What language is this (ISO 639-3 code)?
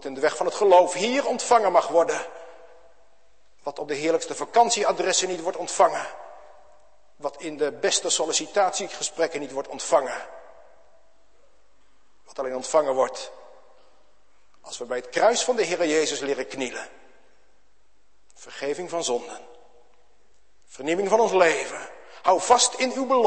nld